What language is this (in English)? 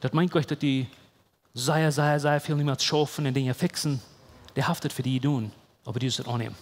Plautdietsch